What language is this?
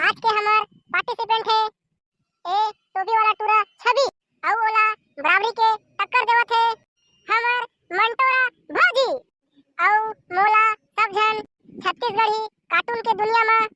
Chhattisgarhi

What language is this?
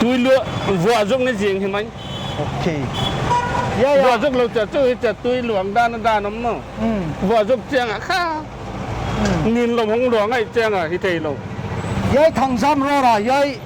Paite Chin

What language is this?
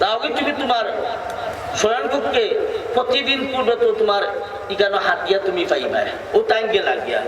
Sylheti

